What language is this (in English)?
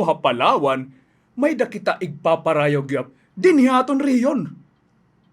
Waray